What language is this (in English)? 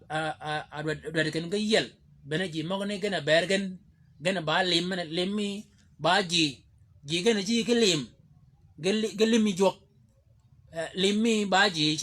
Shilluk